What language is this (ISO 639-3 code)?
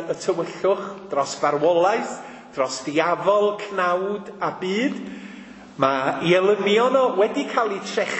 cym